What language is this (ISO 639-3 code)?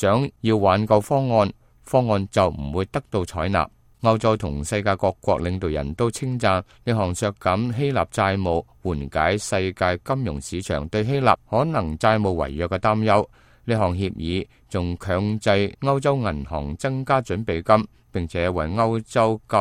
yue